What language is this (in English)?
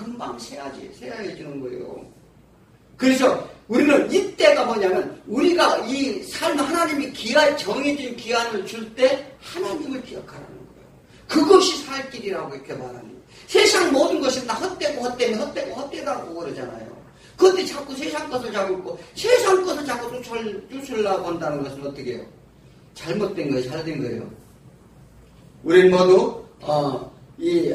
Korean